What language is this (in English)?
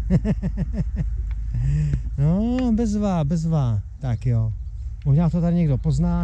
Czech